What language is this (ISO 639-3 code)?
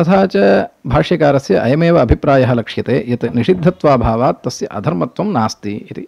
san